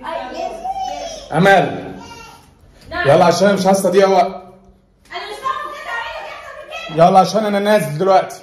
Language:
Egyptian Arabic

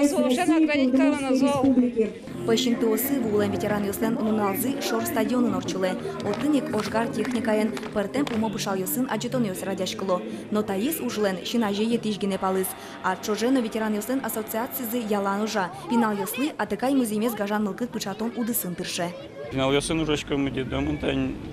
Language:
Udmurt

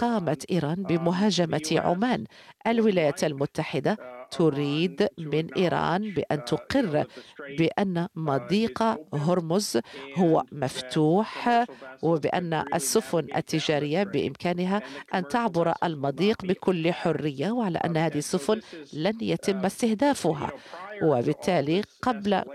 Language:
Arabic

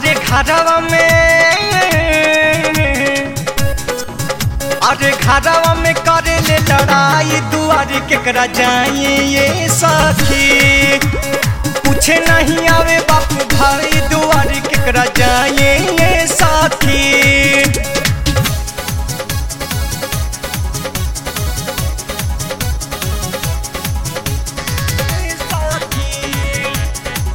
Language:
Bhojpuri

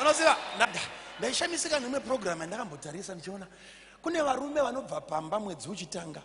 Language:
Shona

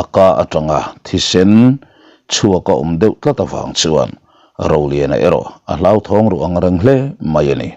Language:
Mizo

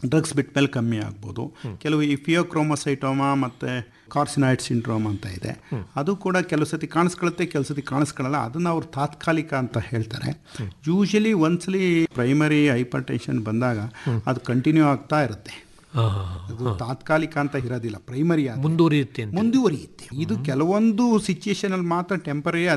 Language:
Kannada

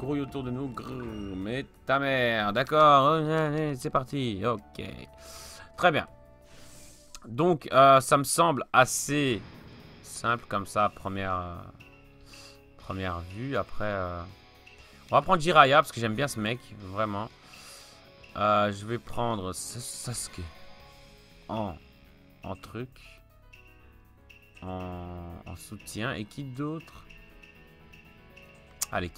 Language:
French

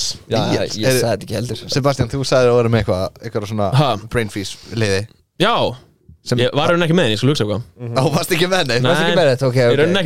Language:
Icelandic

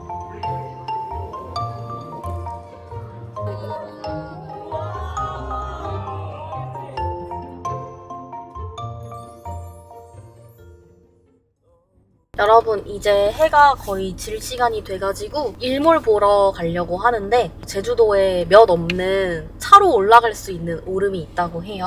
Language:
Korean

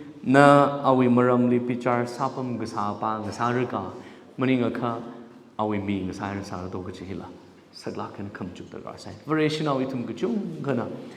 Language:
Tangkhul Naga (India)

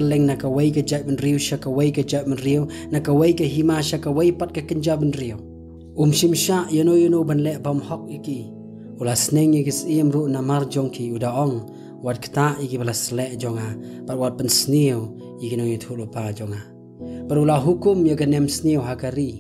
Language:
Khasi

